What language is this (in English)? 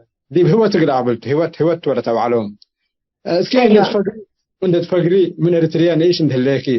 Tigre